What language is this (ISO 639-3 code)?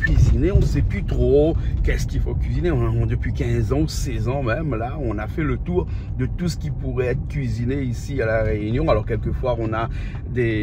rcf